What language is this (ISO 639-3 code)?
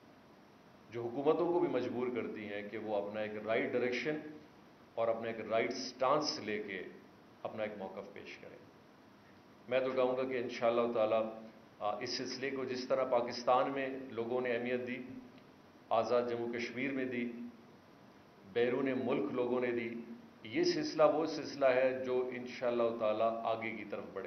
urd